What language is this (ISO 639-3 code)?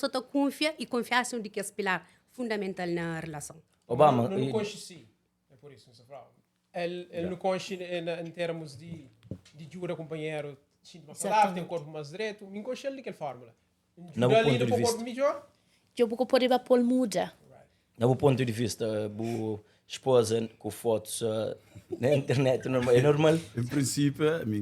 kea